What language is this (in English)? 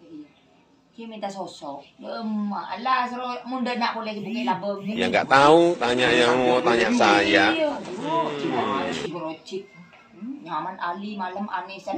Madurese